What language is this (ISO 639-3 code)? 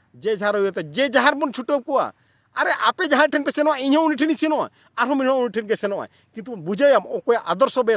sat